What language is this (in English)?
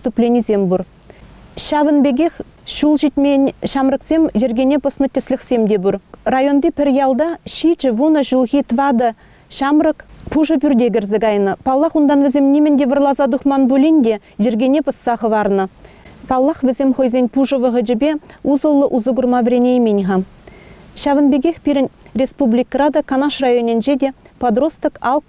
Chuvash